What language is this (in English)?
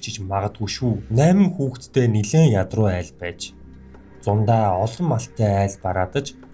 Mongolian